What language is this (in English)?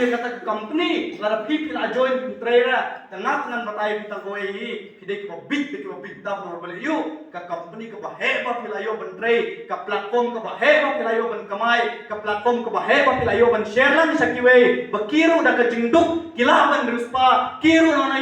Khasi